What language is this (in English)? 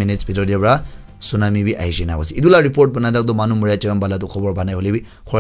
Naga Pidgin